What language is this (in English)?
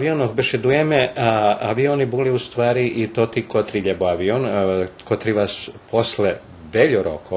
Rusyn